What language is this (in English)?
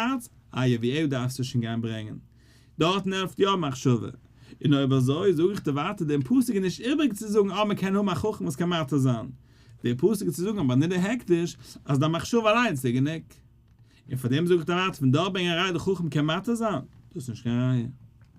Yiddish